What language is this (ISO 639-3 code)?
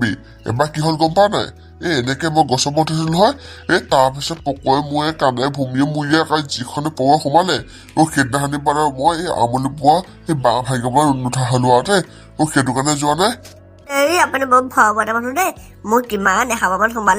asm